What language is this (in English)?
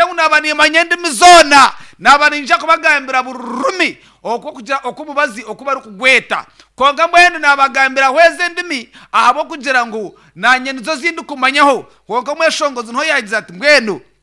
Nyankole